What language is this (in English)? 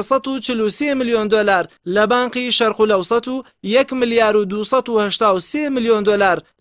Central Kurdish